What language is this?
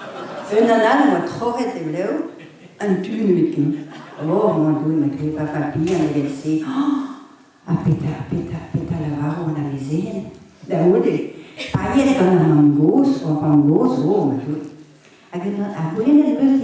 Breton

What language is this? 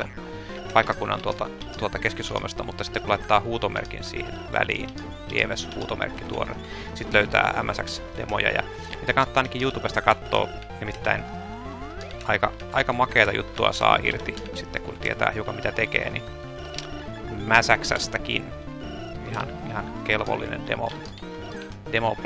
Finnish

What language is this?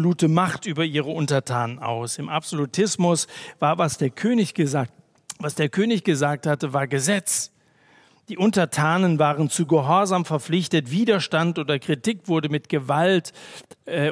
German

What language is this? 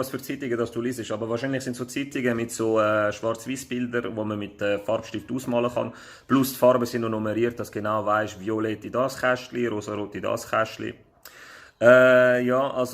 Swiss German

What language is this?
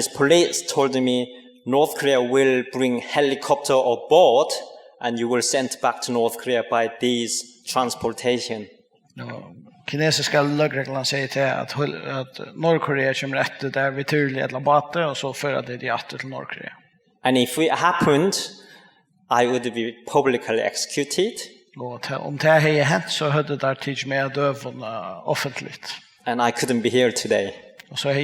Faroese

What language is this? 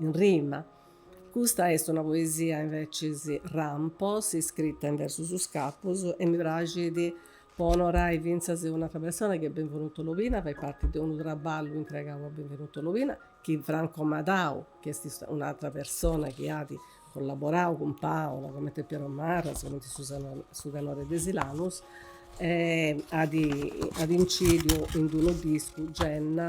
Sardinian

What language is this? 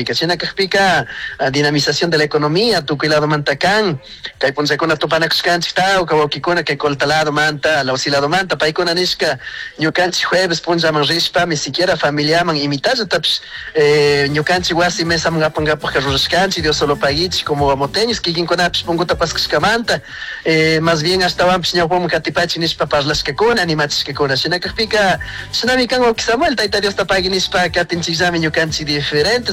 Chimborazo Highland Quichua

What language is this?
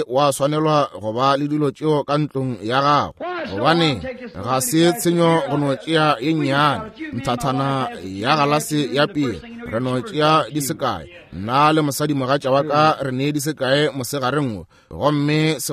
Northern Sotho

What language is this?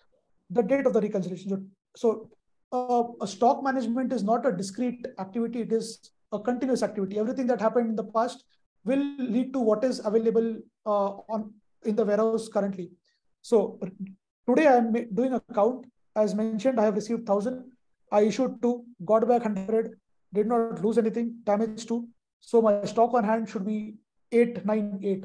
English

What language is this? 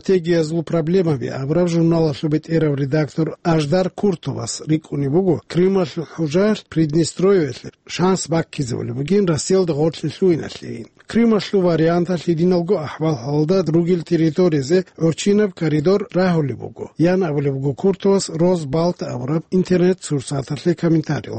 Avaric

